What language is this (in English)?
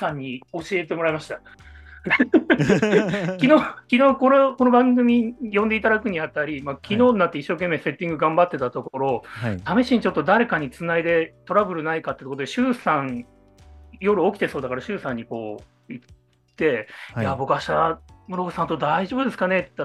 Japanese